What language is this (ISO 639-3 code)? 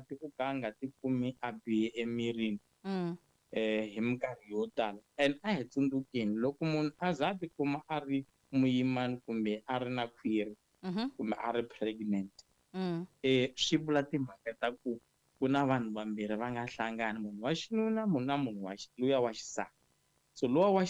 tso